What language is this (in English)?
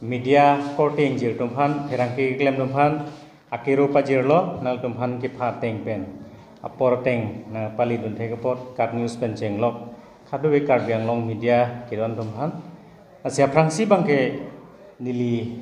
Karbi